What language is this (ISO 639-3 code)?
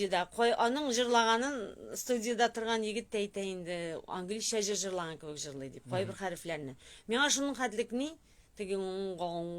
tat